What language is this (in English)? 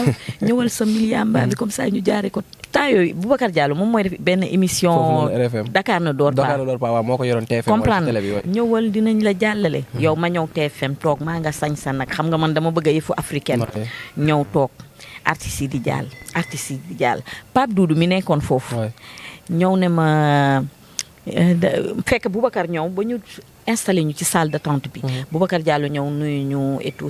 Wolof